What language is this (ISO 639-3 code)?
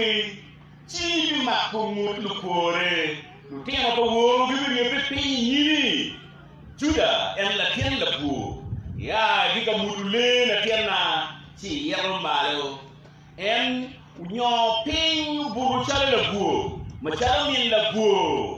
ach